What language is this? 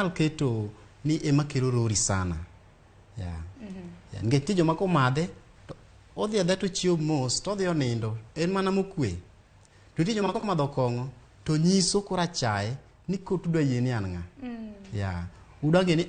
Luo (Kenya and Tanzania)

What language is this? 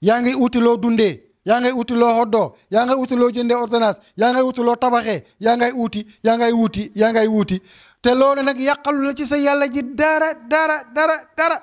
Wolof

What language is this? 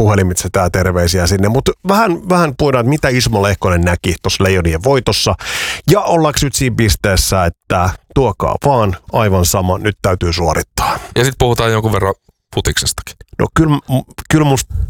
Finnish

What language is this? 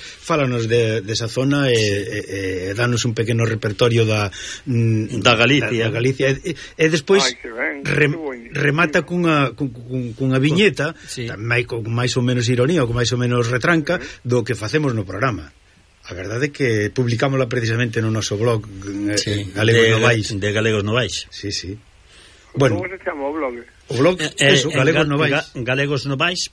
Galician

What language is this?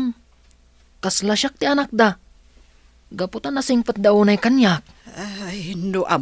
Iloko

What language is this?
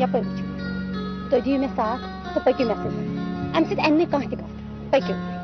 Kashmiri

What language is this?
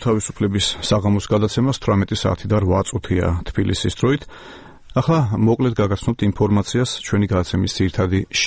Georgian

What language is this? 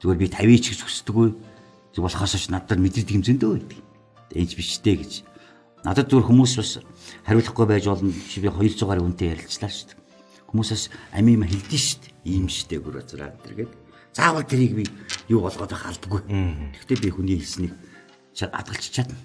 Mongolian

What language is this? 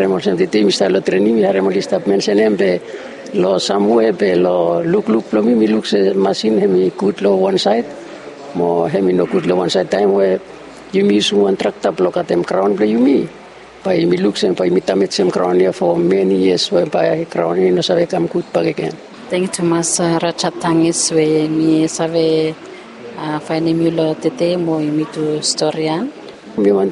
Bislama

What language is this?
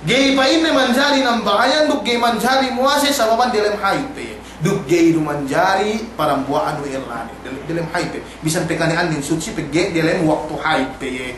Yakan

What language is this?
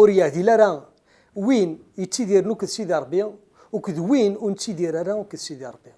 Kabyle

